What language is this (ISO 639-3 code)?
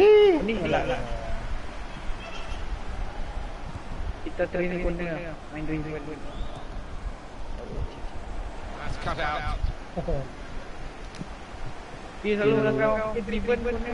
msa